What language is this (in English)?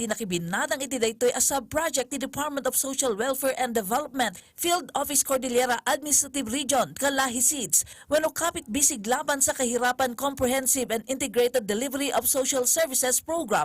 Iloko